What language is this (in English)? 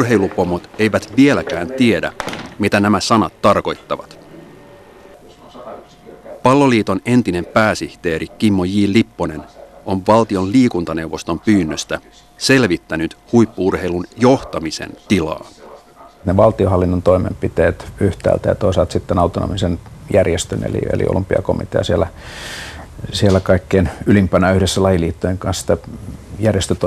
Finnish